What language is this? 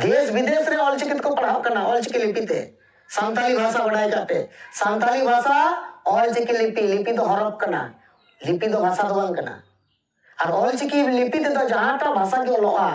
Santali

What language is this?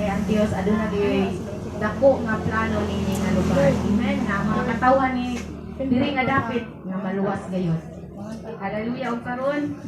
Cebuano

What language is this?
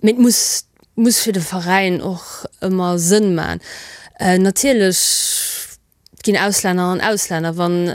Luxembourgish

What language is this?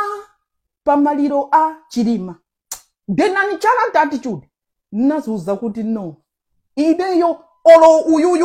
Nyanja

